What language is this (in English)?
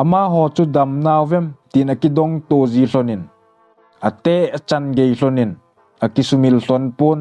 Thado Chin